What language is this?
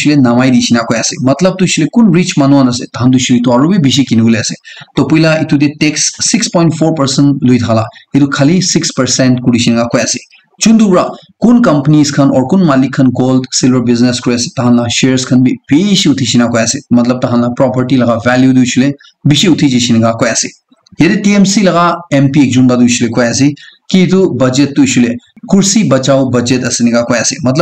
Naga Pidgin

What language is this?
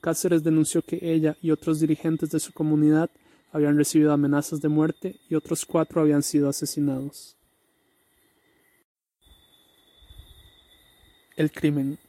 Spanish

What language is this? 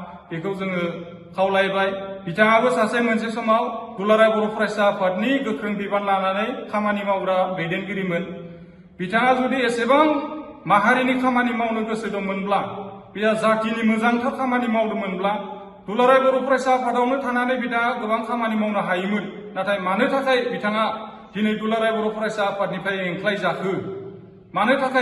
Bodo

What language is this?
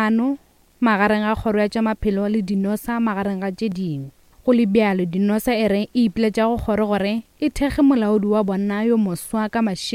Northern Sotho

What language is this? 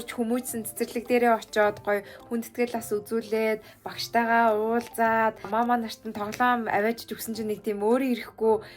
Mongolian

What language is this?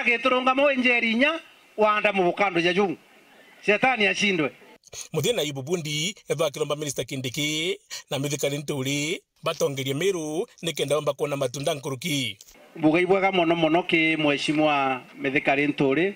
Meru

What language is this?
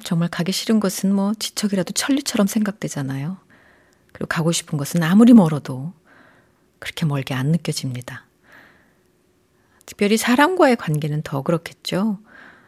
Korean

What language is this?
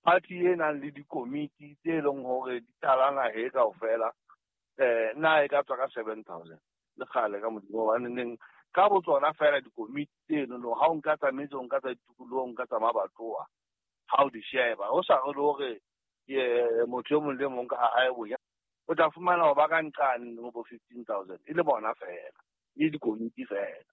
Southern Sotho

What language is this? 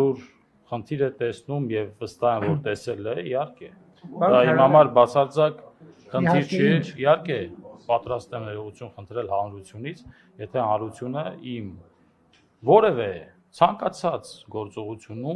Armenian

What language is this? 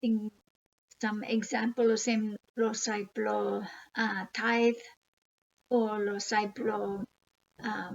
Bislama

